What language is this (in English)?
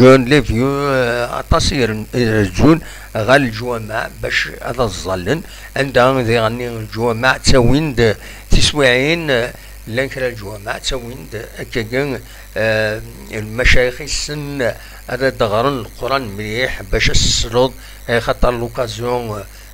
Kabyle